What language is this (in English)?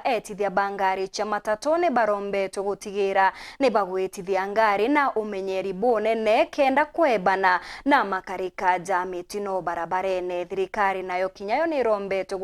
Meru